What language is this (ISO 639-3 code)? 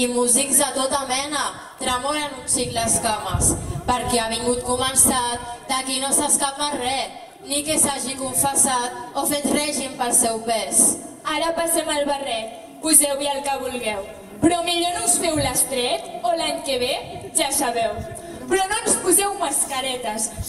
cat